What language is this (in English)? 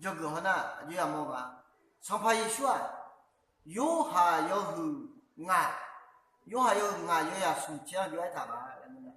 Akha